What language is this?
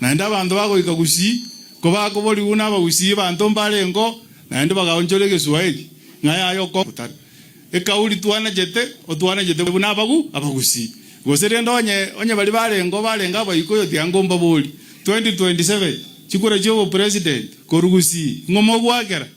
Gusii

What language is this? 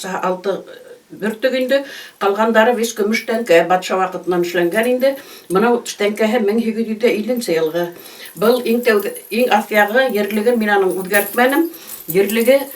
Bashkir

